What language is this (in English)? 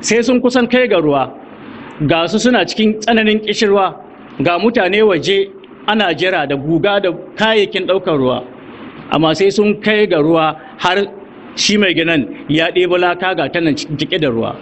Hausa